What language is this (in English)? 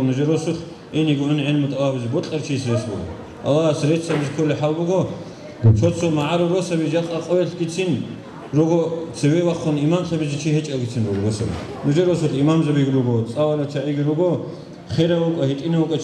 Avaric